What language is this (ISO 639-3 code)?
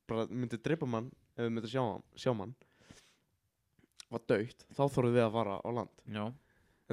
isl